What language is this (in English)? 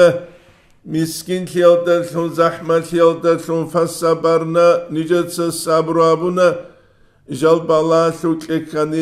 Avaric